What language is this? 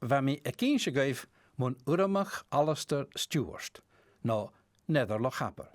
Scottish Gaelic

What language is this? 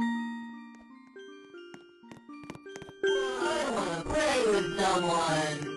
English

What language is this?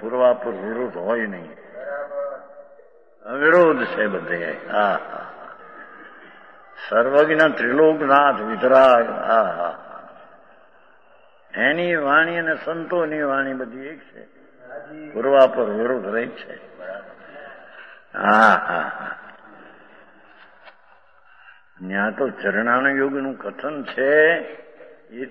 Gujarati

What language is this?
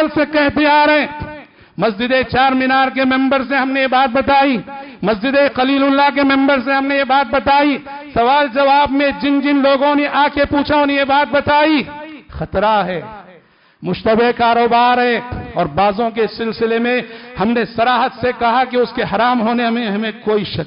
Urdu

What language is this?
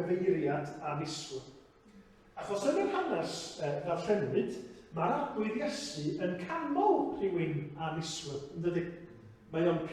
Welsh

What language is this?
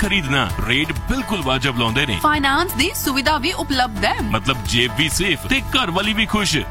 Punjabi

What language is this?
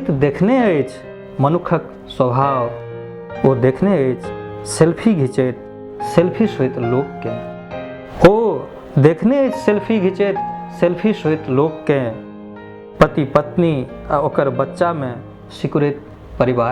Maithili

